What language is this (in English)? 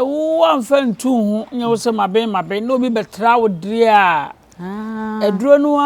Akan